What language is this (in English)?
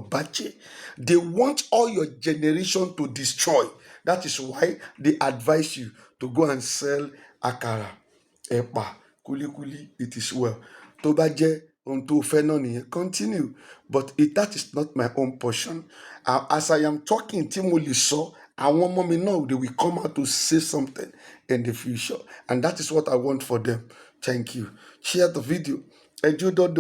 Yoruba